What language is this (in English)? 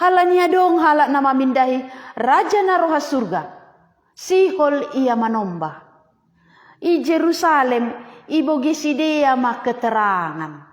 Batak Simalungun